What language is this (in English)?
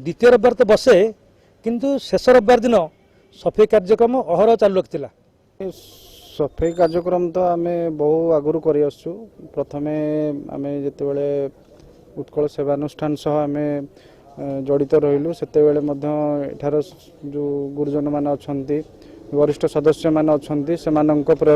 Odia